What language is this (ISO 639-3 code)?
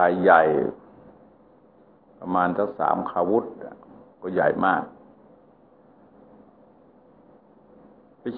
tha